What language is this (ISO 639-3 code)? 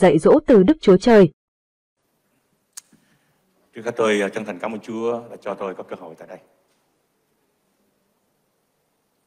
vie